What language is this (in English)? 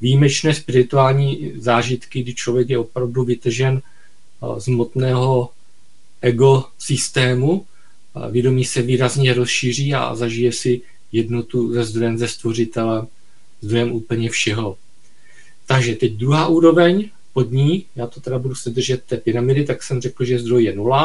Czech